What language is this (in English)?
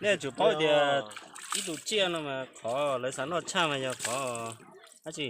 Hmong